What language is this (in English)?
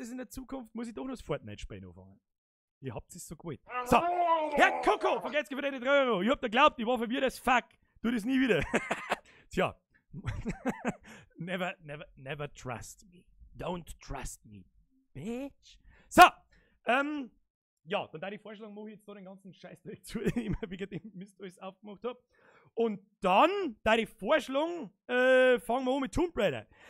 Bavarian